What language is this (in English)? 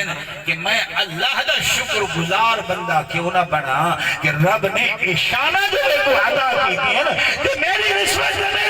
Saraiki